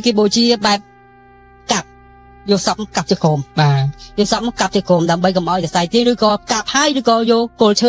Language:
Khmer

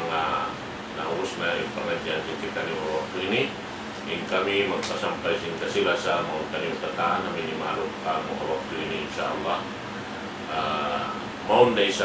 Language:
Tausug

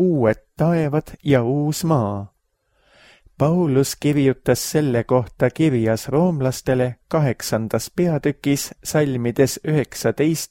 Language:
Estonian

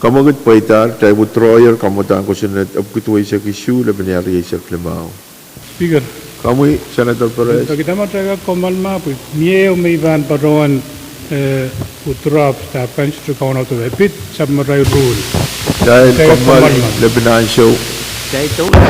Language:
Pohnpeian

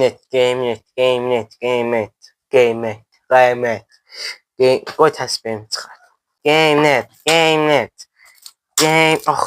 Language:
South Azerbaijani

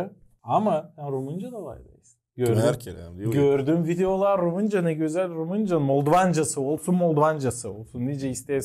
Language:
Gagauz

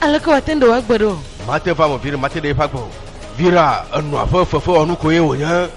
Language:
Ewe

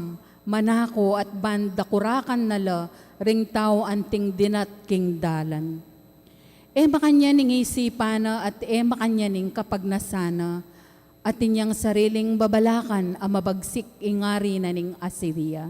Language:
Pampanga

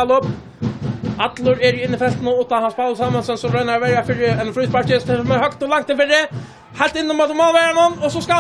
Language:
Faroese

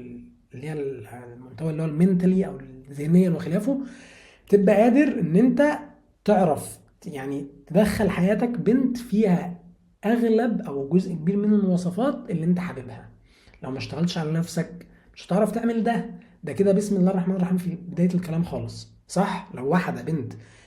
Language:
Egyptian Arabic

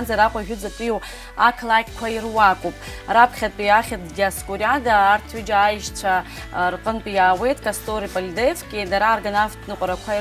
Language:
Abkhazian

